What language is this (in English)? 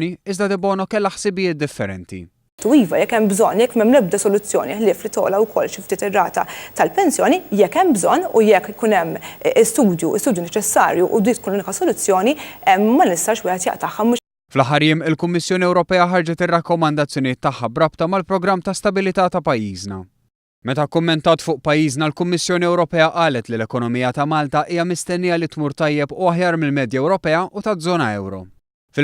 Maltese